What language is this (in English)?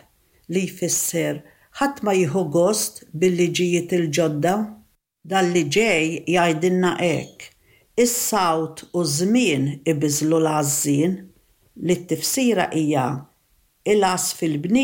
Maltese